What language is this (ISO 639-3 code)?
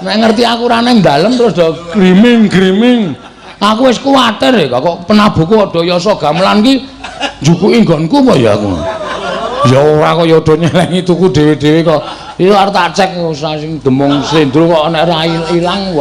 jav